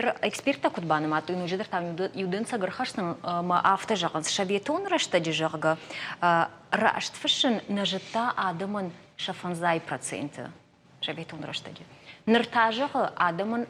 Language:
Ossetic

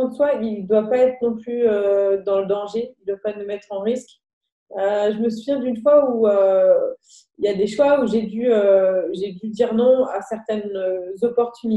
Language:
French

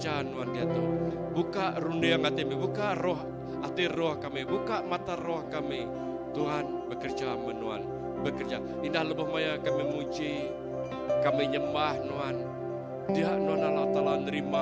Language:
Iban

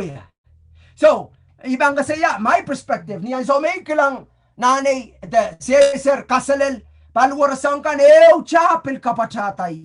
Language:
Pohnpeian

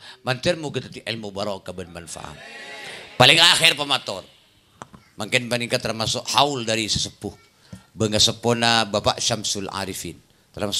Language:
Madurese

